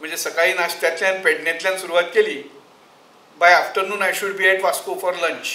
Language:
Konkani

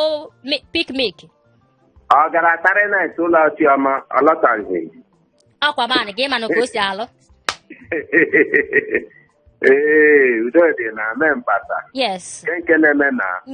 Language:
Igbo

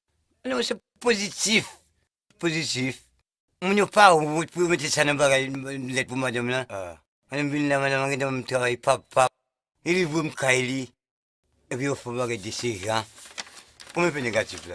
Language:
Haitian Creole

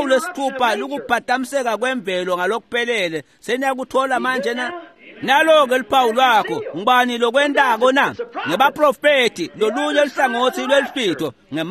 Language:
Swati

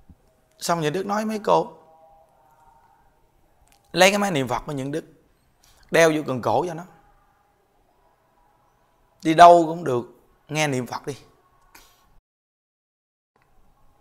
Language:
Vietnamese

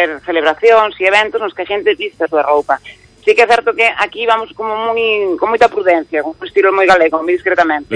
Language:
Galician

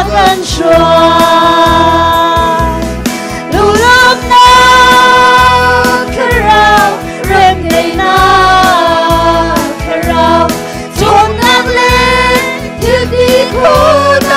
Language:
Hakha Chin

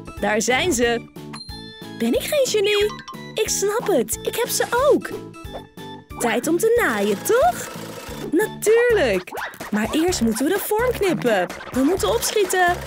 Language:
Dutch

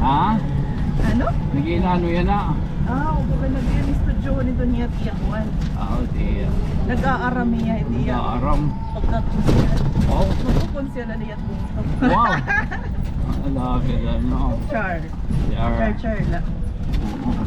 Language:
Waray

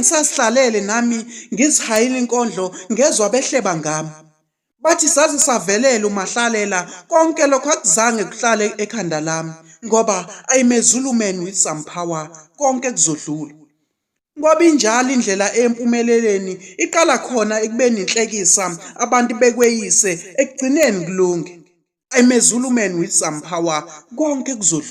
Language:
Zulu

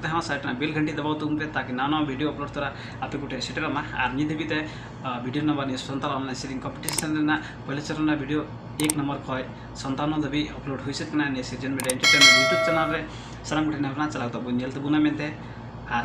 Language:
Santali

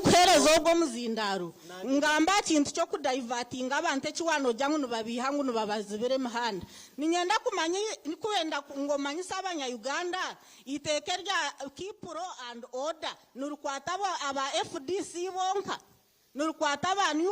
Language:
Nyankole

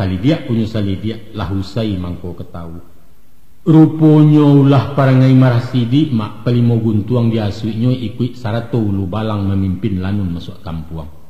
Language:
Minangkabau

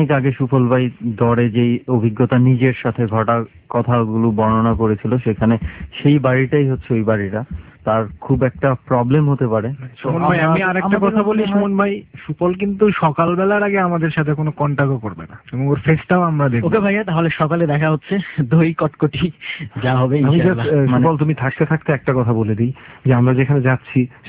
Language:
Bangla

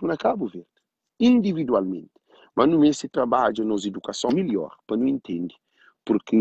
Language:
Kabuverdianu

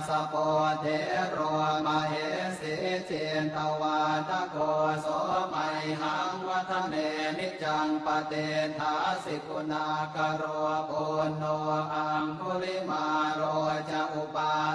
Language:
Pali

